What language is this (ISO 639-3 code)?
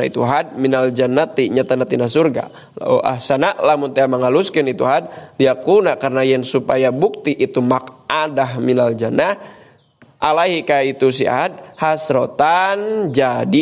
sun